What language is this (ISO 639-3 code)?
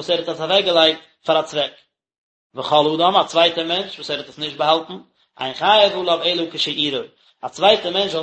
yid